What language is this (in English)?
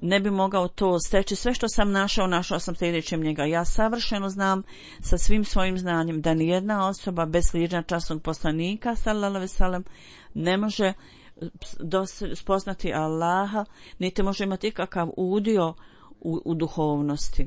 Bosnian